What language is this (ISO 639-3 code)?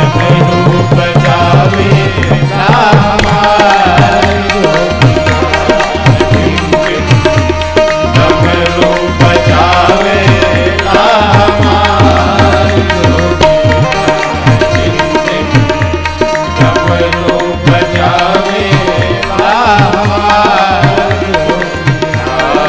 bho